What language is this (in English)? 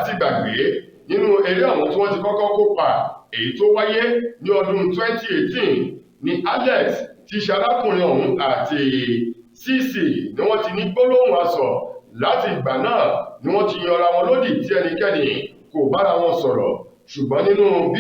Yoruba